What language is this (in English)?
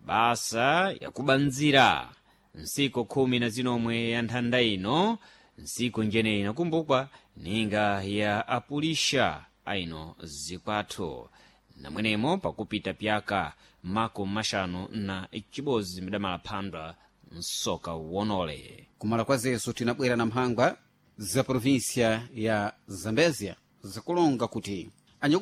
Sena